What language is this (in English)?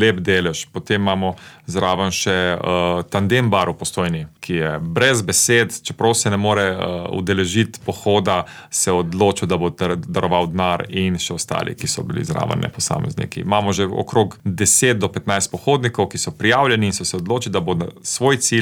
Slovenian